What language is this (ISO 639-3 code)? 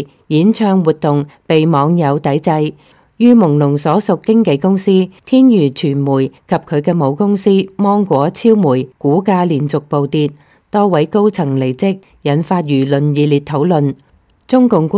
yue